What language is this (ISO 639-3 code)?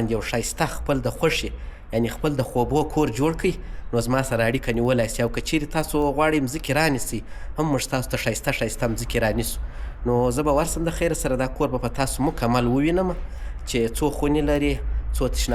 pus